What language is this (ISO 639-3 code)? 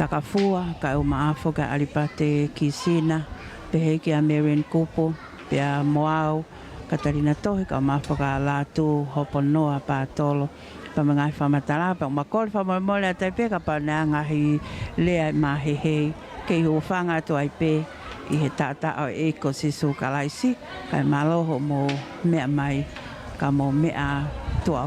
ton